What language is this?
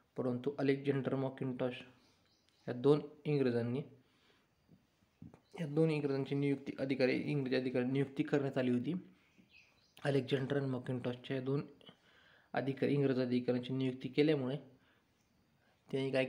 Marathi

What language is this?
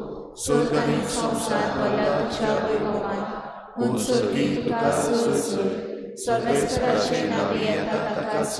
Konkani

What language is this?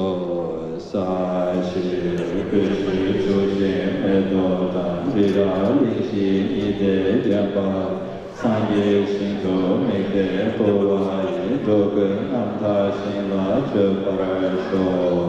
Tibetan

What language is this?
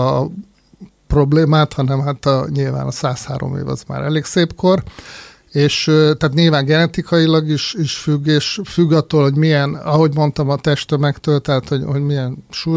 Hungarian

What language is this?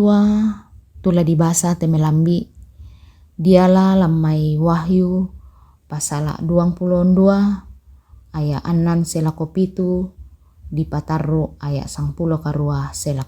Toraja-Sa'dan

